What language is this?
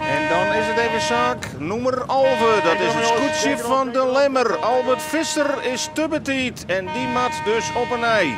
Western Frisian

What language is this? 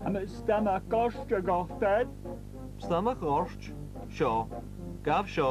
Scottish Gaelic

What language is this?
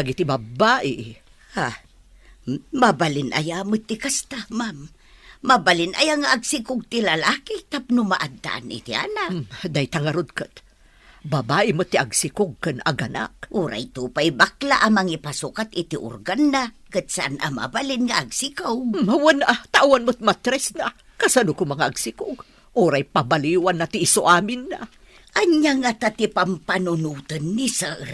Iloko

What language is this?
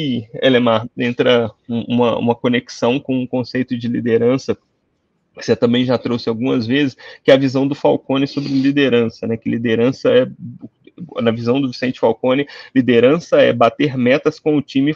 Portuguese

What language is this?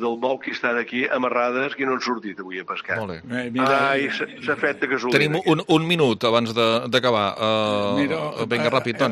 Catalan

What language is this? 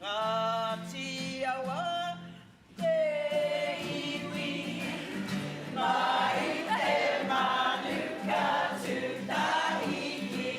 Māori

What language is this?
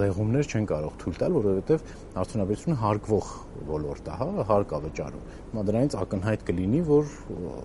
Armenian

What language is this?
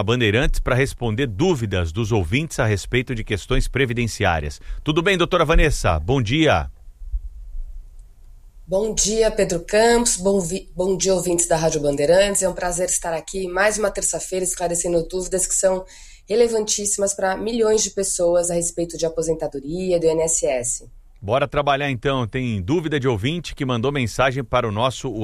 Portuguese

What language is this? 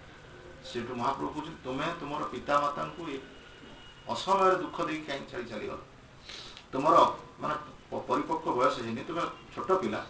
Odia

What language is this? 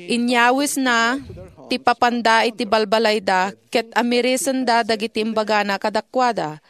Iloko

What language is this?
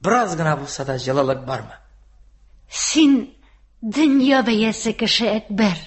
Tatar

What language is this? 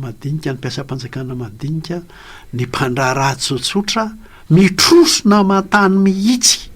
Malagasy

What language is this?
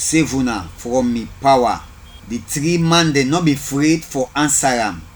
Krio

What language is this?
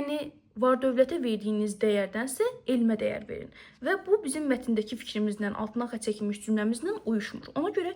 Azerbaijani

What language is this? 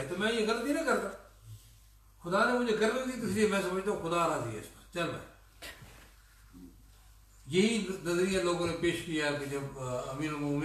Urdu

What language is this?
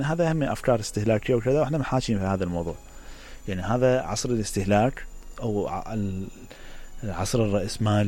Mesopotamian Arabic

